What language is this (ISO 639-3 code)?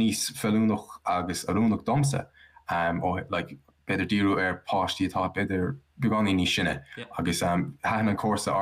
gle